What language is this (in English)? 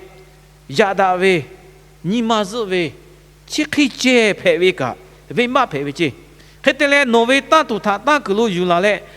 Lahu